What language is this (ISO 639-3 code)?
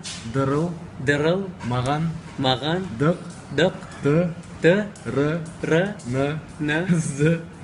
kaz